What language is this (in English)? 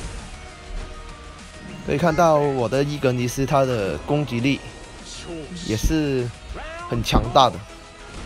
Chinese